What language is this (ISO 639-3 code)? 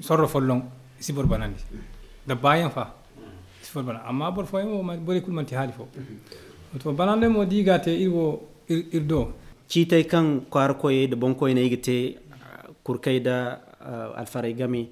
dje